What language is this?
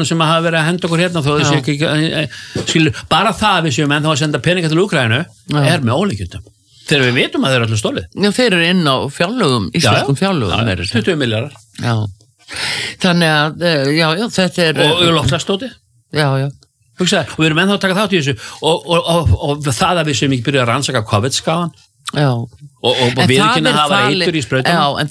Icelandic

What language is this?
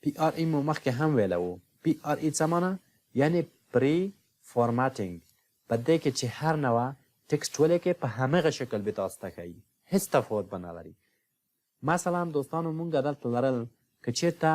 Pashto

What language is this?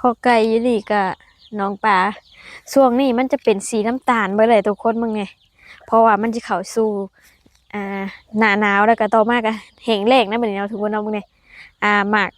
Lao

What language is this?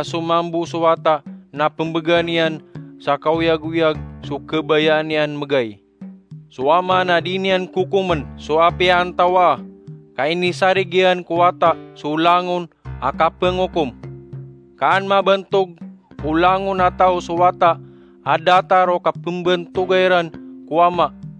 Maranao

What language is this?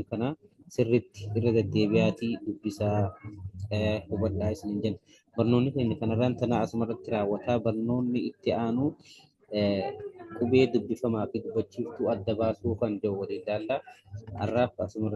Oromo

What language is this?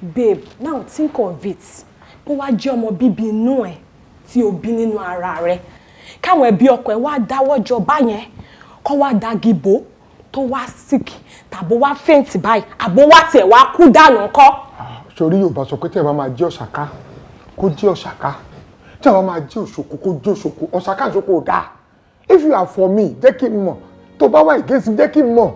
Yoruba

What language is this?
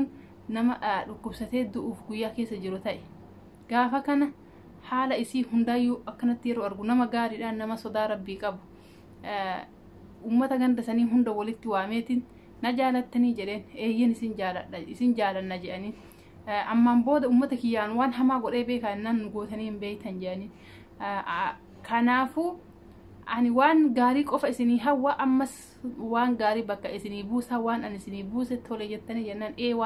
Oromo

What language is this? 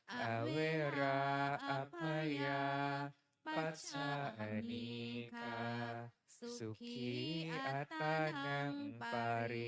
Pali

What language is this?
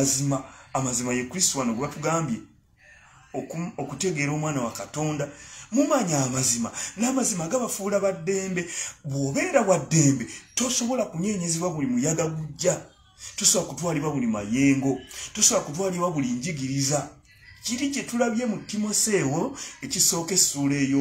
Ganda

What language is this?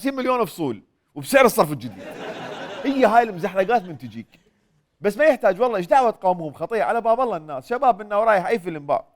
Mesopotamian Arabic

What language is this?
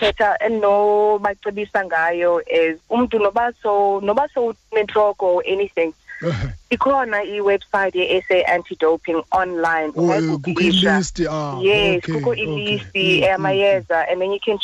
Xhosa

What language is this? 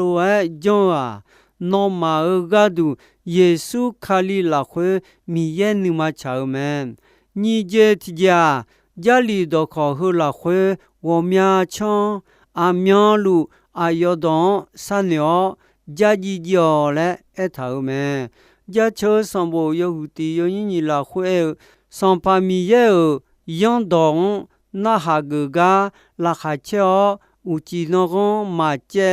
Akha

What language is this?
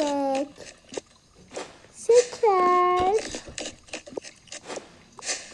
Turkish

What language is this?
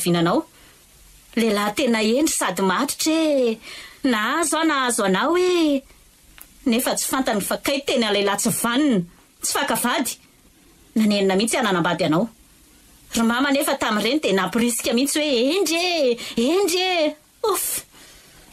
Malagasy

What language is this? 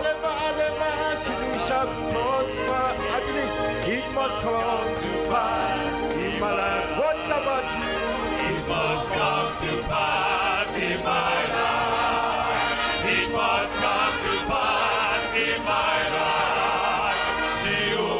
Ewe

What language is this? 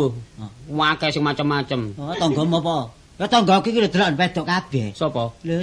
Javanese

